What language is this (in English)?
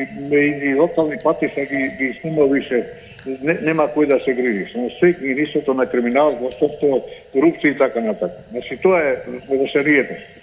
Macedonian